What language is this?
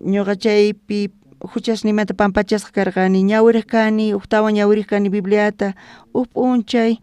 South Bolivian Quechua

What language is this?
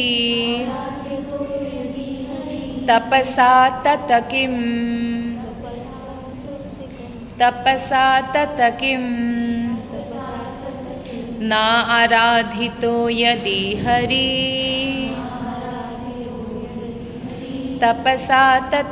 Hindi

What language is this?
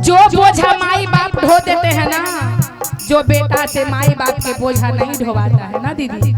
Magahi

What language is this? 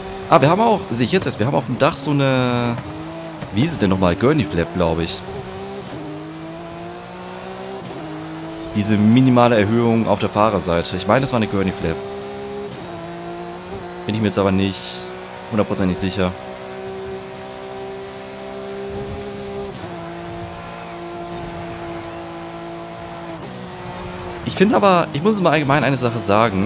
German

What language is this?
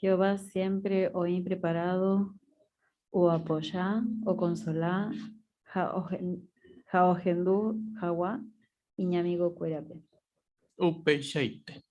Guarani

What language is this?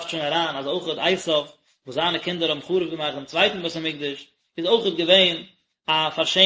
Yiddish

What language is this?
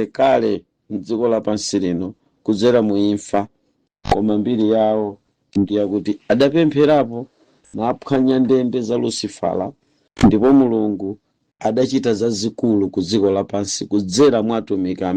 Nyanja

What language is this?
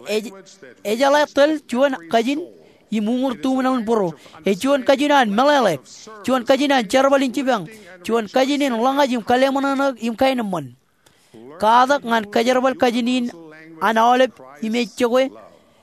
Marshallese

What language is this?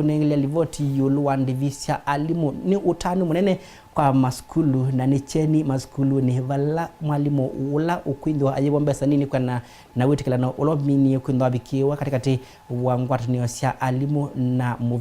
Kamba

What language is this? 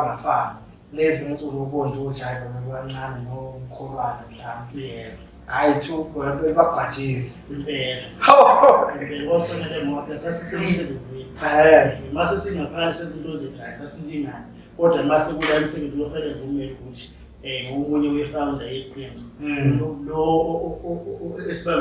Zulu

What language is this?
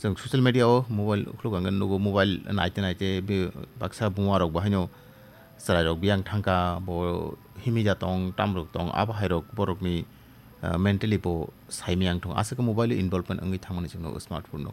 Kok Borok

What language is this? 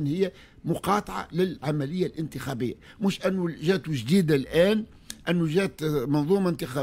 Tunisian Arabic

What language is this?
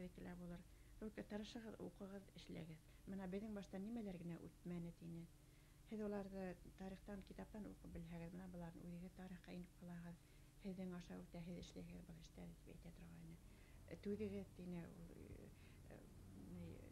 Bashkir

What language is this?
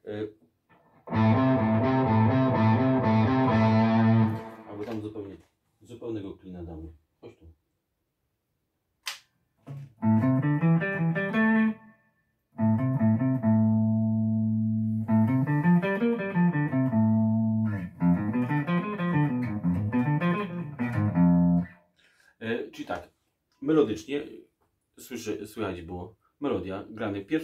Polish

